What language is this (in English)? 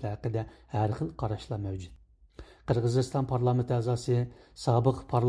Uyghur